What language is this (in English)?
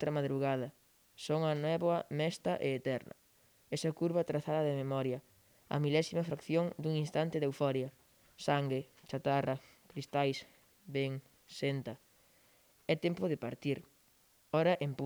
Galician